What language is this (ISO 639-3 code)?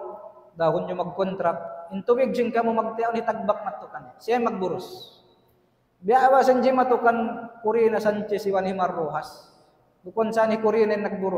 tsg